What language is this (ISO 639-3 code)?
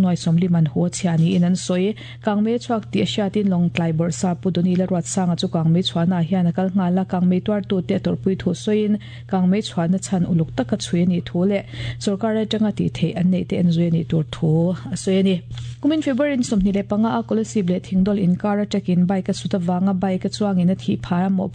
lus